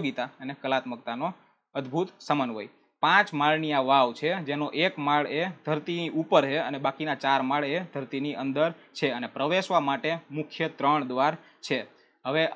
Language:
Gujarati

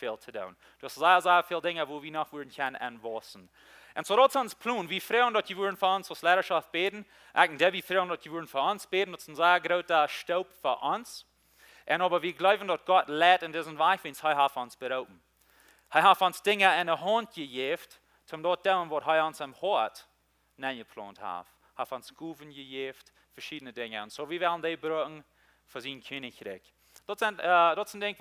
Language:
Plautdietsch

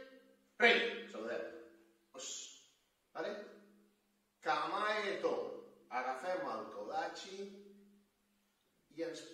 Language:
Catalan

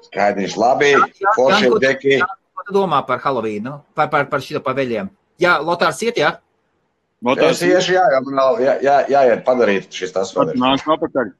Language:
Latvian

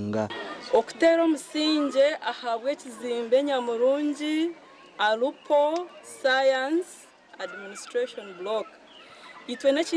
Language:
Nyankole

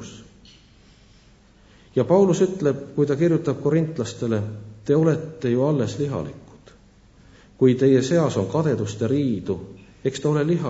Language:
Estonian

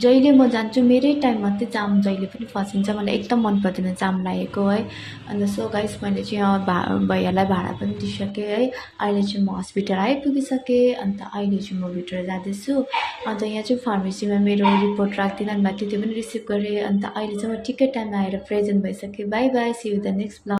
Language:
Nepali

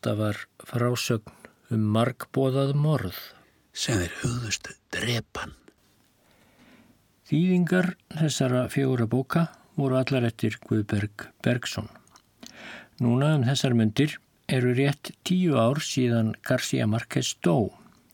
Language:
Icelandic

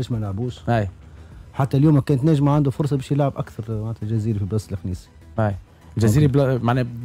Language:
Tunisian Arabic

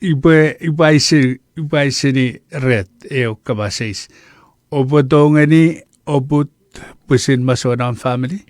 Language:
Chuukese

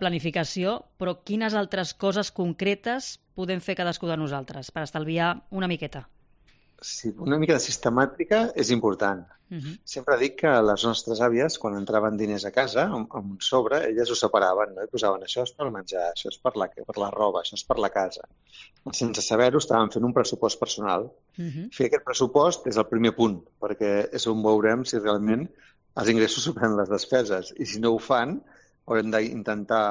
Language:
Catalan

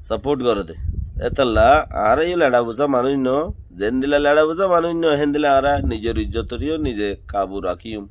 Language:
Rohingya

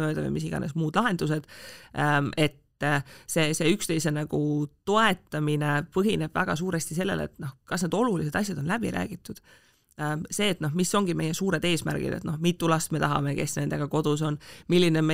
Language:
Estonian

